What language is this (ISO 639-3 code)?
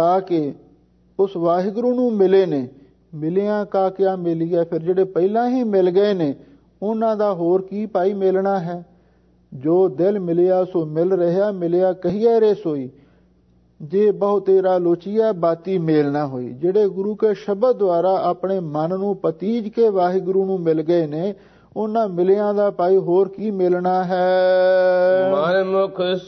pan